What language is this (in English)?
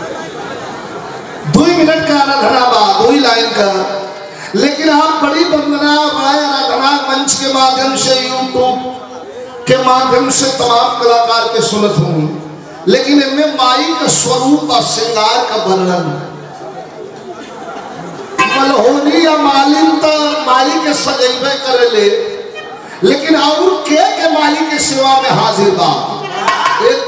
Bhojpuri